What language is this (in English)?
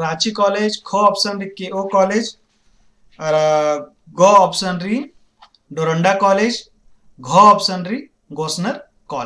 Kurukh